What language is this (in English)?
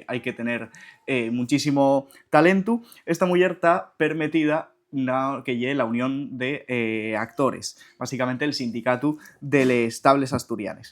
Asturian